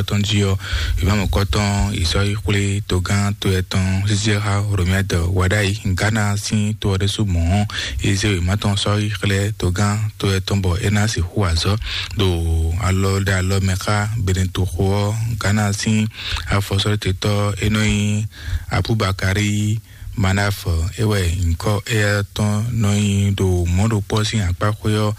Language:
Fon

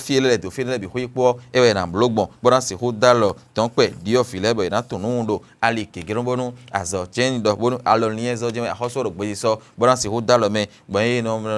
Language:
Fon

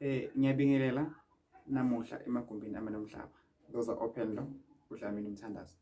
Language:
Zulu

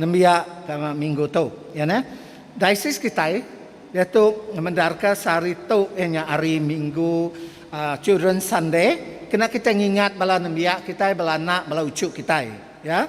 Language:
Iban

